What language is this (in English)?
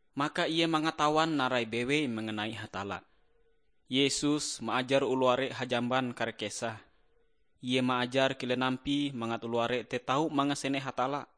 Ngaju